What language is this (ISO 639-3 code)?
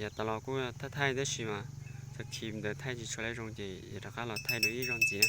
hmn